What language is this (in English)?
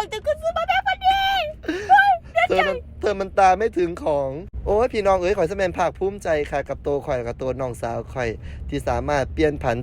Northeastern Thai